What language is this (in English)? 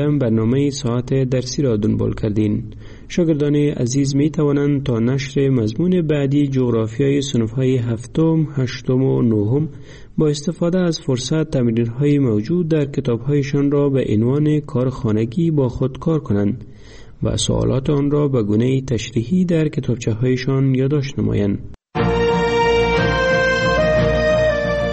Persian